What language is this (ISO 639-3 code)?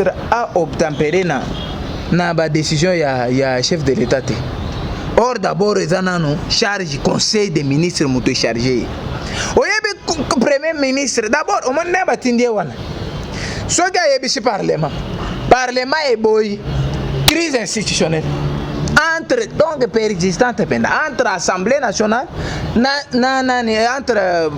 lin